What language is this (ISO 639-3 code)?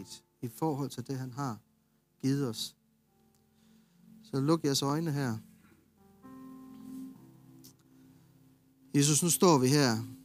dan